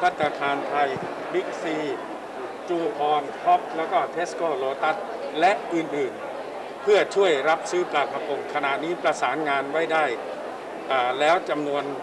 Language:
Thai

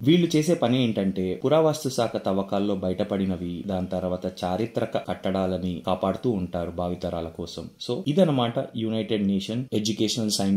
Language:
Telugu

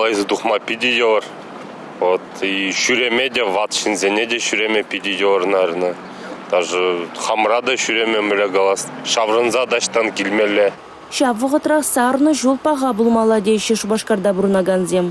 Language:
Chuvash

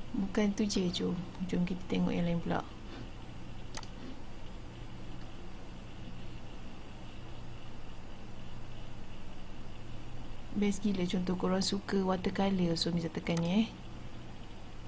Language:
Malay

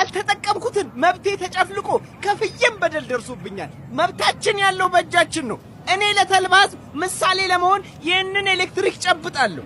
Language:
Amharic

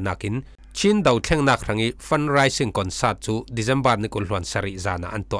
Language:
Falam Chin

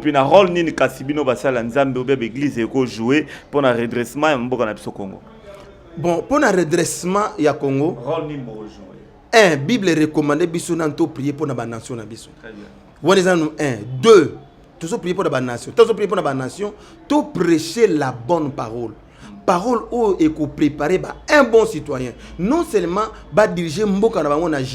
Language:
Lingala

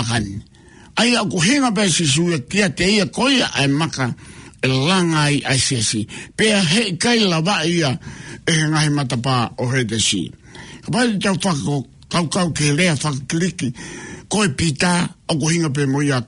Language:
Tongan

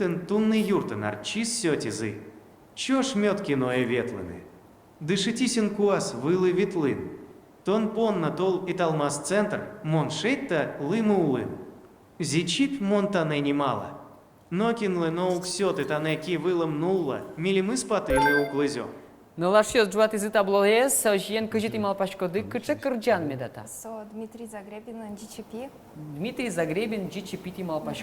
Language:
Udmurt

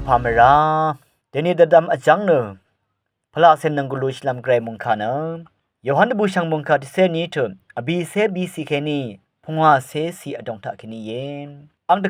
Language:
Rawang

